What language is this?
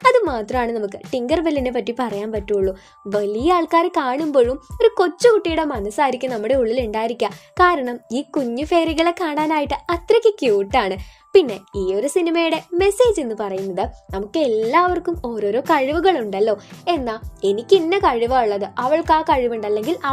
Malayalam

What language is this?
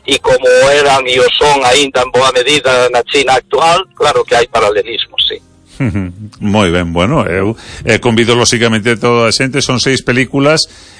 Galician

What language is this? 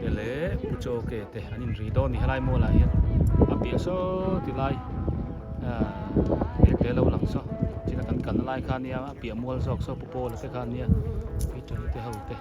Biete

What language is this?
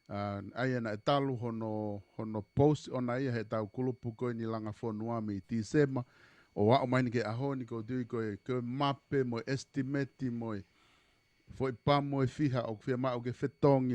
Tongan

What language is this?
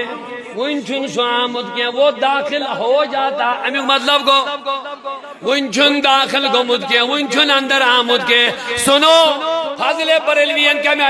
Kashmiri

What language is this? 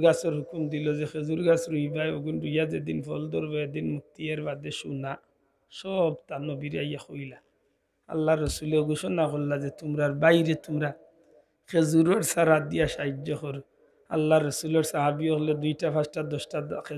Sylheti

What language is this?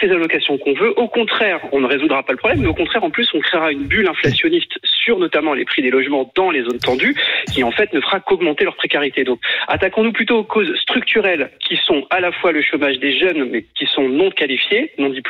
French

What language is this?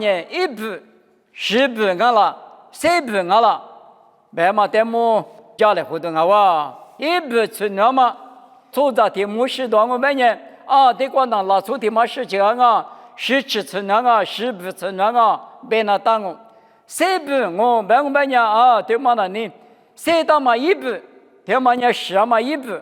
Lisu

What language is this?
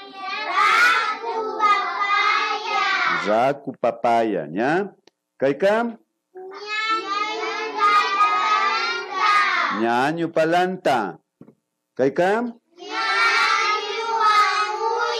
Imbabura Highland Quichua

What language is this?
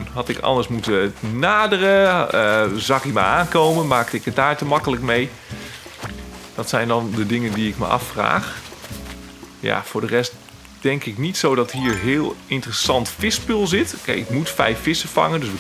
Dutch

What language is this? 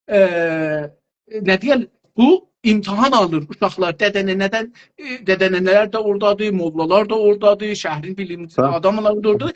South Azerbaijani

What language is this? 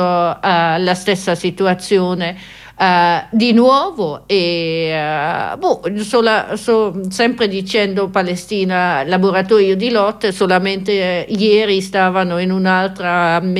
Italian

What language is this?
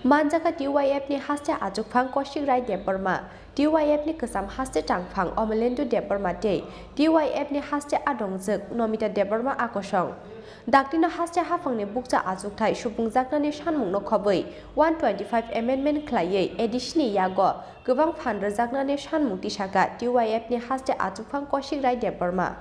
Kok Borok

